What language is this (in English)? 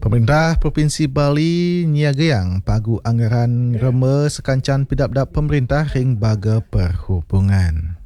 Balinese